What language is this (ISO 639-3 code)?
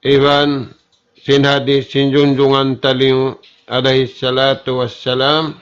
tsg